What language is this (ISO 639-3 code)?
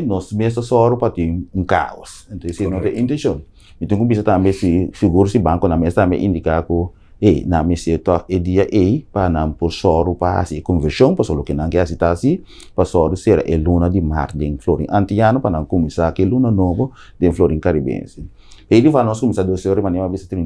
pap